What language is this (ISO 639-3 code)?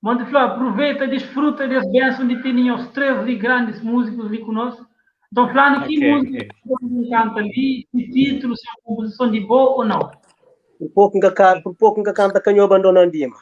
kea